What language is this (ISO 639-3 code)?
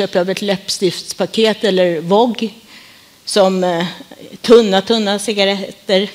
swe